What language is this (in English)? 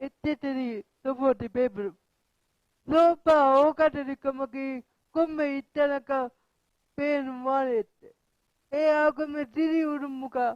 Divehi